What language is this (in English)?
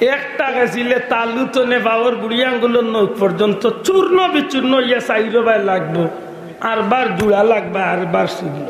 Sylheti